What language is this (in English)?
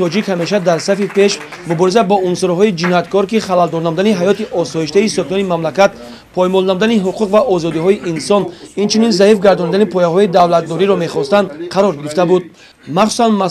Tajik